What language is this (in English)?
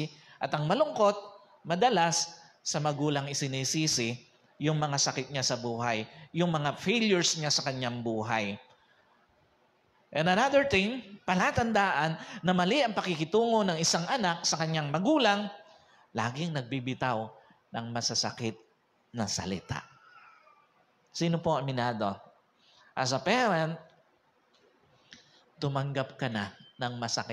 Filipino